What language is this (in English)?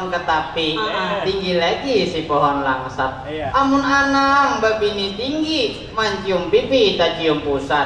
Banjar